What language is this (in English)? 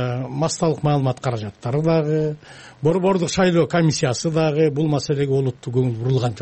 Kyrgyz